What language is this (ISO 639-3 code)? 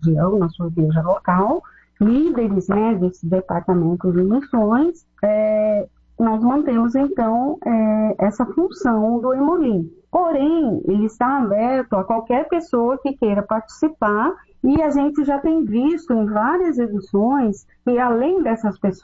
por